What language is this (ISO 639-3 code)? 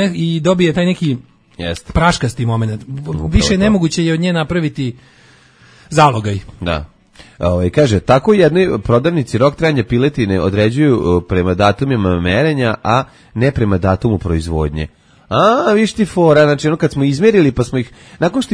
srp